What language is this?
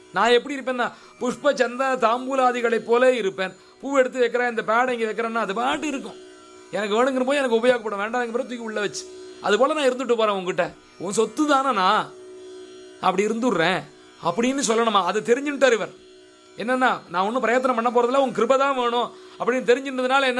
Tamil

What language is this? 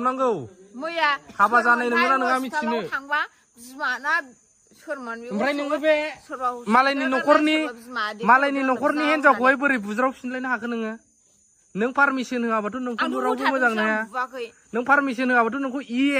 Bodo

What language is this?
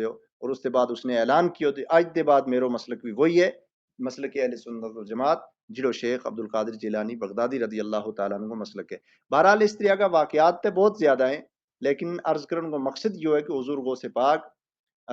Gujari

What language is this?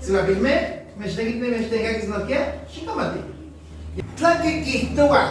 Nahuatl languages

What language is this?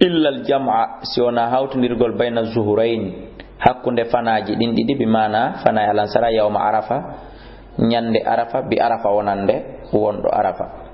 Fula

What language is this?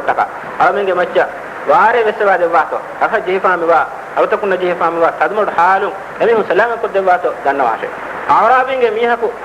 Divehi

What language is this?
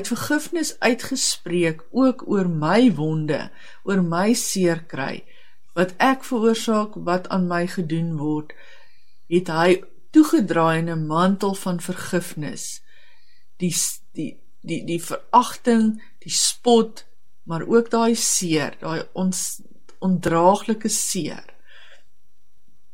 Afrikaans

